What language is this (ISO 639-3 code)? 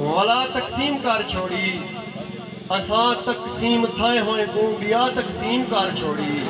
skr